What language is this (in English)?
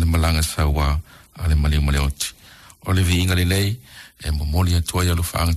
Samoan